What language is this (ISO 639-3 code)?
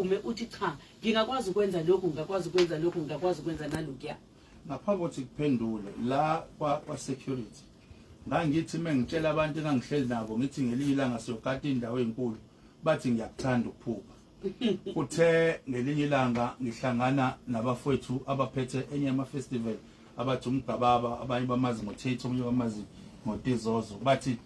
zul